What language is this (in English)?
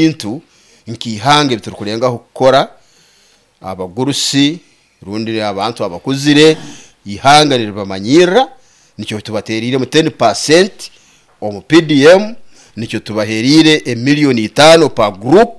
Nyoro